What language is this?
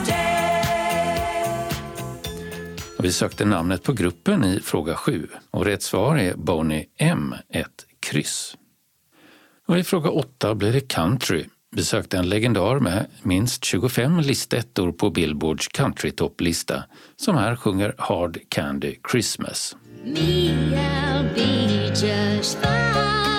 Swedish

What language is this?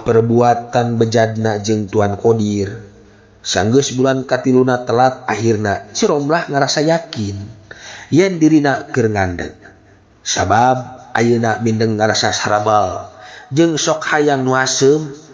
Sundanese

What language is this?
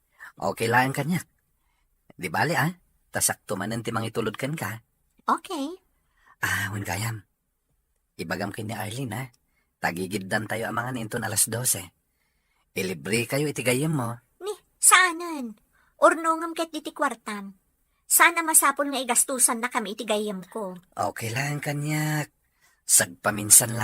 Iloko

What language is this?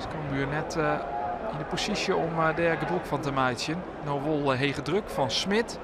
Western Frisian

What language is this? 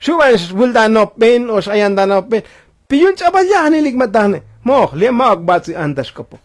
Tzotzil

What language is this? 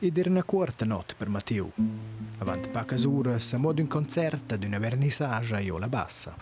Romansh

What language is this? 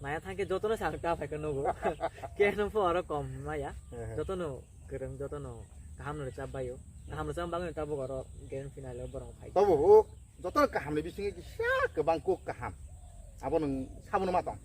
Kok Borok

